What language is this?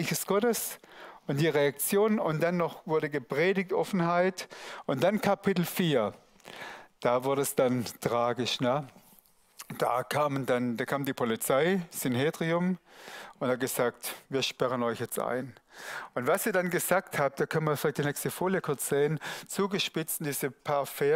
Swiss German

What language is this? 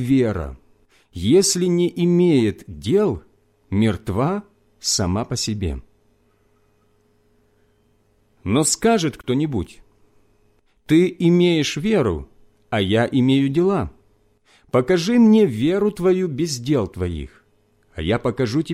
Russian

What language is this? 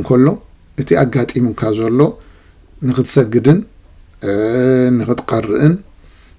Tigrinya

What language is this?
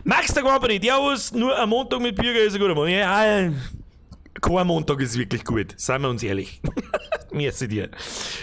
Bavarian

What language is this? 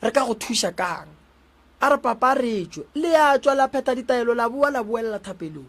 Northern Sotho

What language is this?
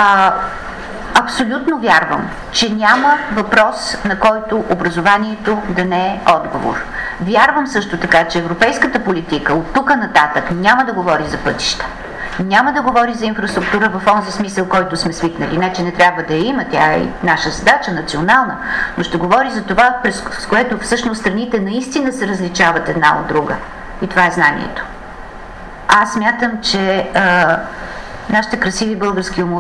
Bulgarian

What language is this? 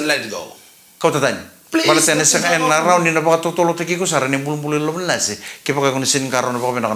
Fijian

